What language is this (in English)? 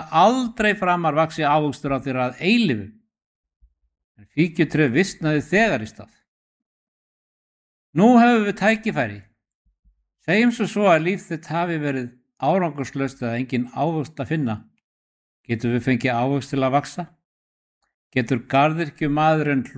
Icelandic